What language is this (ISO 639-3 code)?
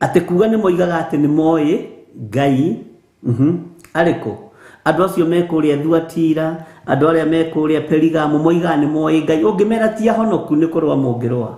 kik